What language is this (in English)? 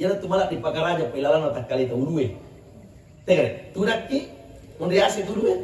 Buginese